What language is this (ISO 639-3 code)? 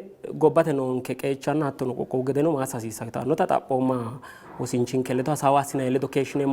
sid